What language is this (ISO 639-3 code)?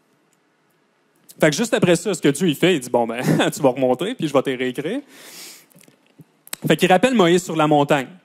fra